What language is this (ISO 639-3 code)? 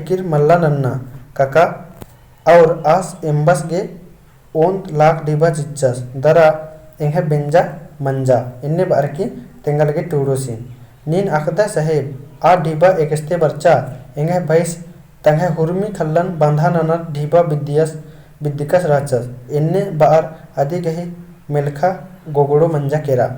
kru